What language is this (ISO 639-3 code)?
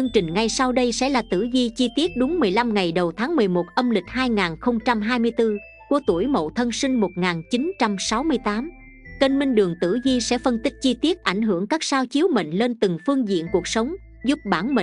vie